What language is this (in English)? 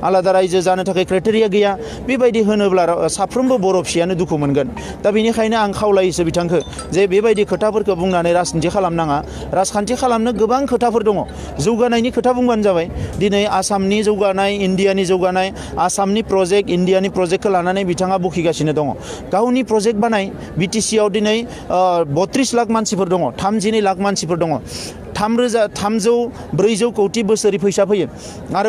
Bodo